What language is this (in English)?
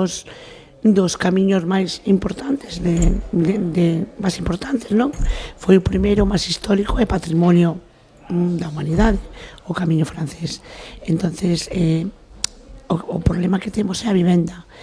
Galician